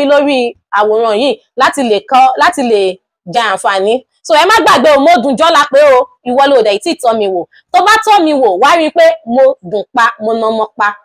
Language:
Yoruba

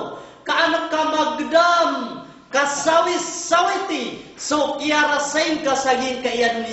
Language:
Maranao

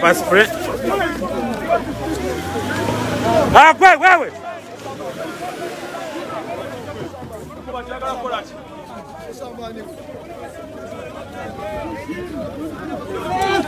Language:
Swahili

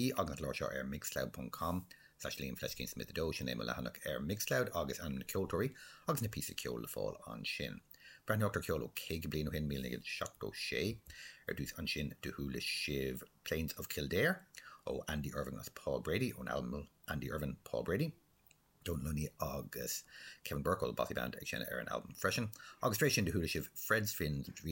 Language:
Irish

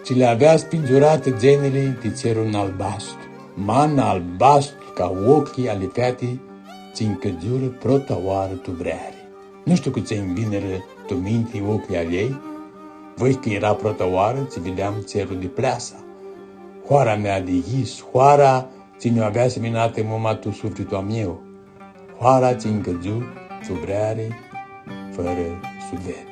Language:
Aromanian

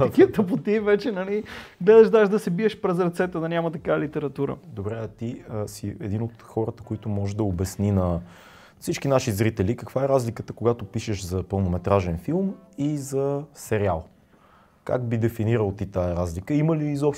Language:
Bulgarian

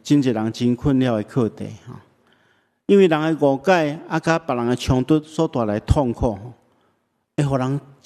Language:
Min Nan Chinese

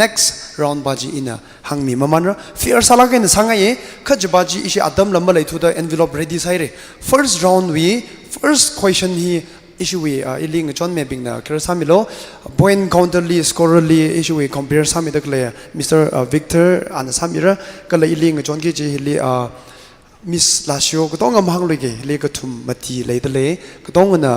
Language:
Tangkhul Naga (India)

